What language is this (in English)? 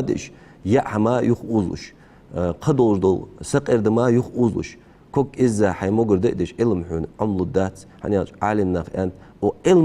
Ingush